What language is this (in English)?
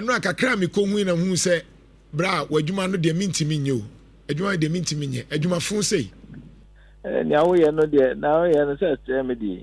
Akan